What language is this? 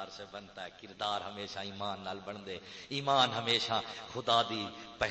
Saraiki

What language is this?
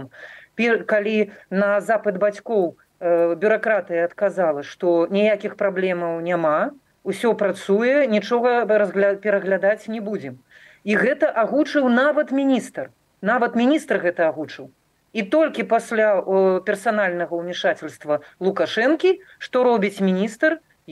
Belarusian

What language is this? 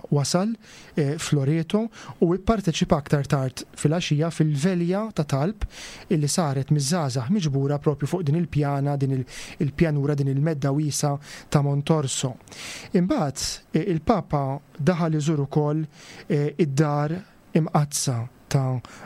Maltese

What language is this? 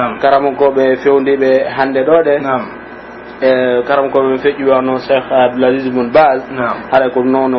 Pular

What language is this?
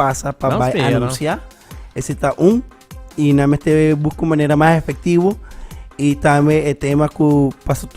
Papiamento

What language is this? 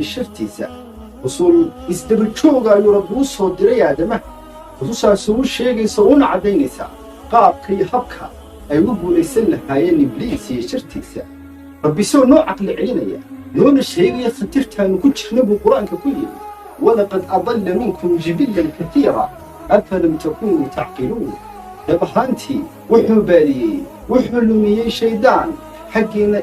Somali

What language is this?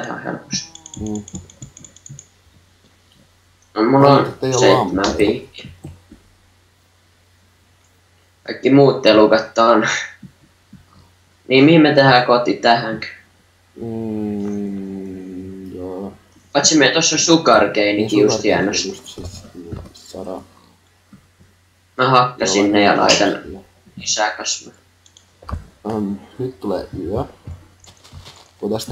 Finnish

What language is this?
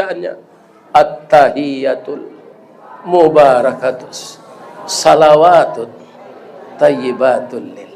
Minangkabau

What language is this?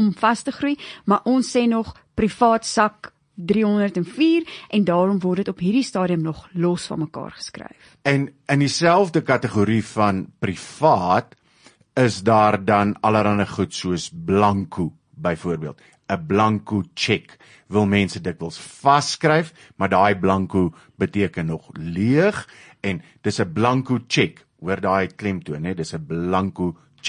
Afrikaans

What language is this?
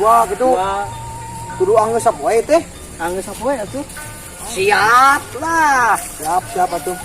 Sundanese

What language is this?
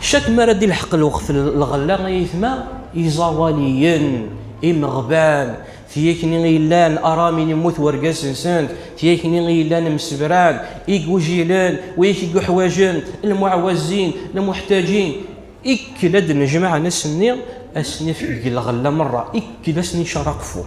Kabyle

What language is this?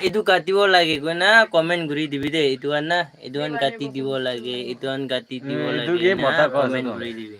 Naga Pidgin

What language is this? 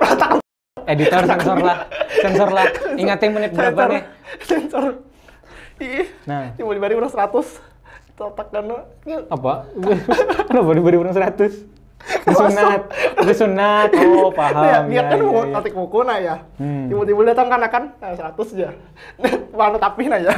Banjar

